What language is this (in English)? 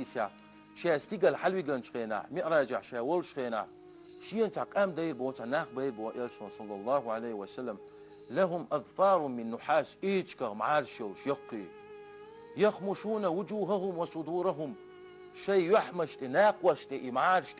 Chechen